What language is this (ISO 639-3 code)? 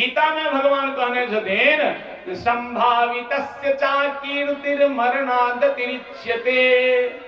mai